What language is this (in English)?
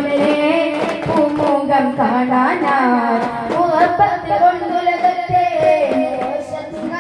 Malayalam